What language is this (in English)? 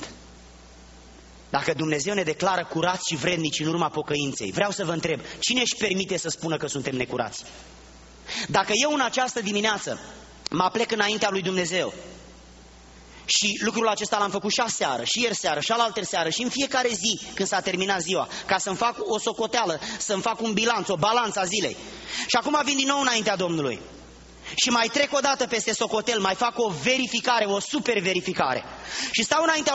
Romanian